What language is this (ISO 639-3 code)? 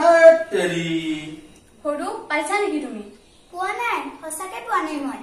asm